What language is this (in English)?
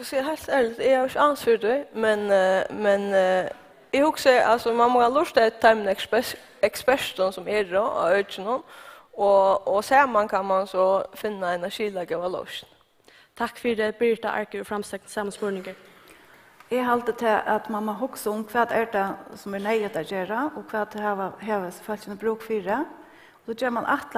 Faroese